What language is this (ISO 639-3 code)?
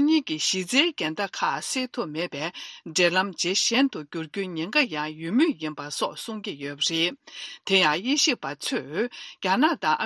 bod